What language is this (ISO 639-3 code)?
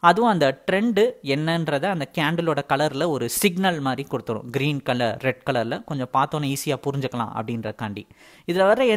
tam